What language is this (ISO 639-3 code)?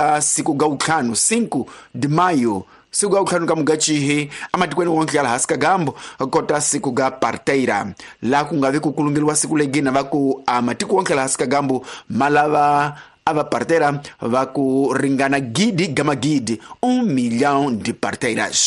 tso